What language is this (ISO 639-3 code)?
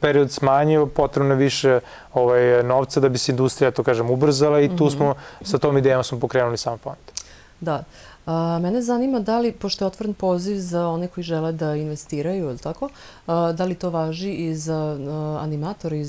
srp